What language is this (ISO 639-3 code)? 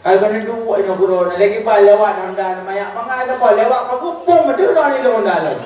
ace